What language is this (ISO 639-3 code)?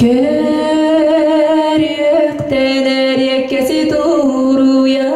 sah